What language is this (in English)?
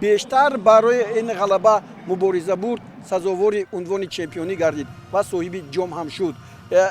Tajik